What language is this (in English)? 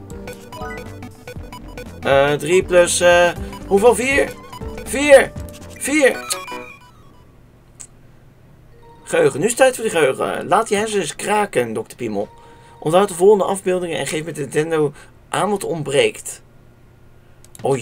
Dutch